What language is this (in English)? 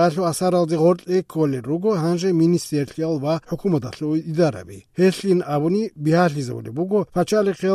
Avaric